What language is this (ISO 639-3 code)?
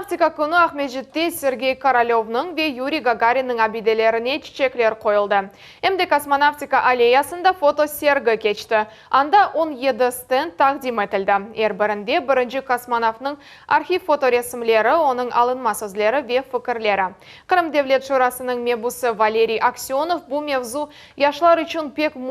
crh